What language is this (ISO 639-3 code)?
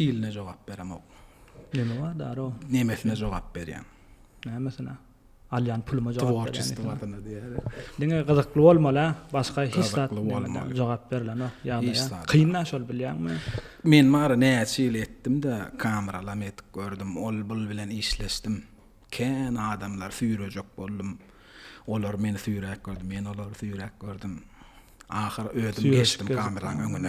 tuk